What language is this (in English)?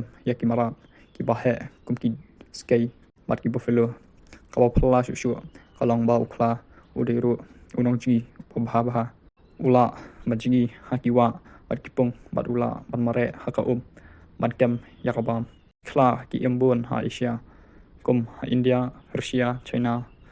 Khasi